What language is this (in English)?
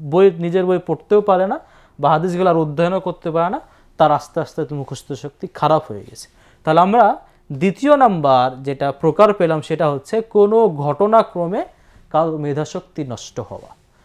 Bangla